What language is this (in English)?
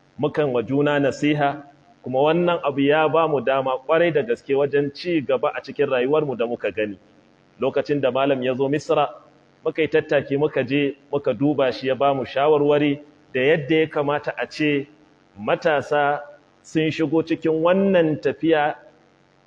Hausa